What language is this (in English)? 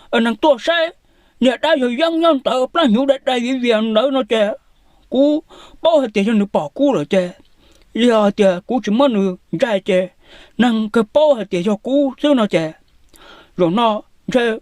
Hmong